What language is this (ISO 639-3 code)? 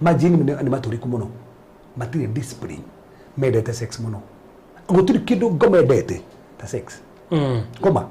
kik